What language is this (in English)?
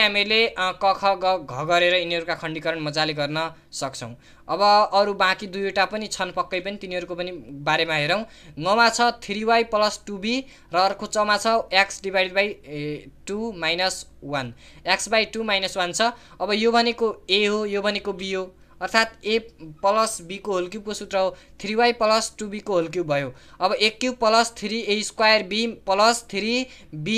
Nepali